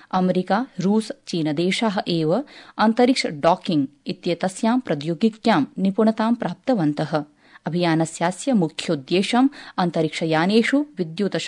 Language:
Sanskrit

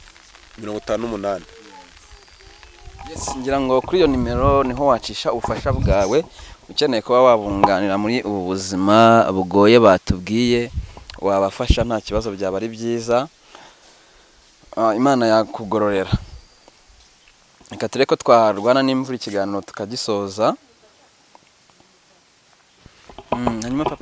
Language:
Kinyarwanda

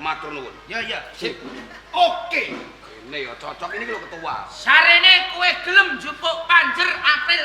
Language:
Javanese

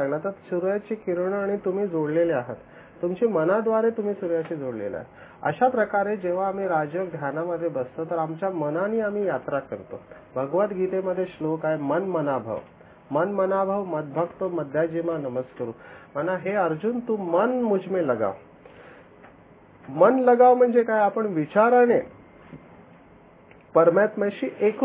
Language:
Marathi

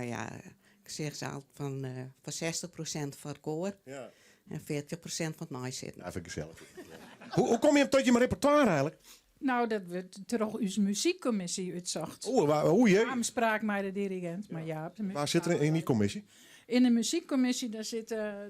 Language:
Western Frisian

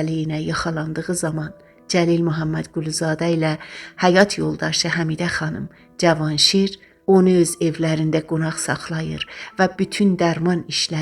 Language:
South Azerbaijani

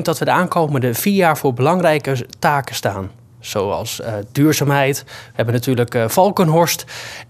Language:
Dutch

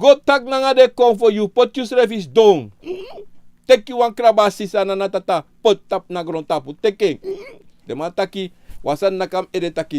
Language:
Sranan Tongo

